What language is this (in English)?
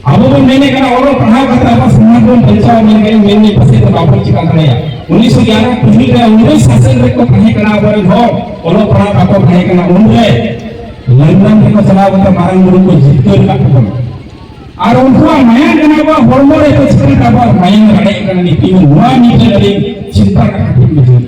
Santali